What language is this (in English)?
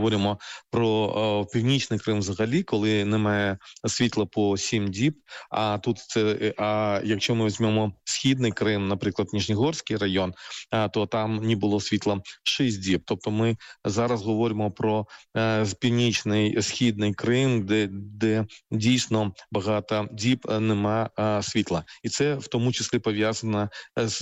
Ukrainian